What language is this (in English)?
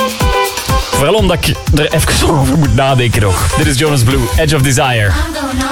Dutch